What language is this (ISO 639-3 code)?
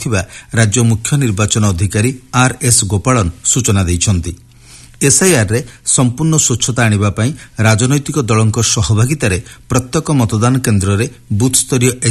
ori